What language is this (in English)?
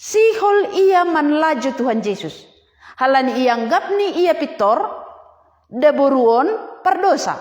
Batak Simalungun